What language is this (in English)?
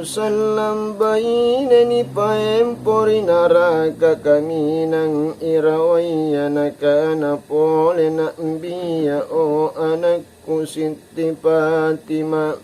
Makasar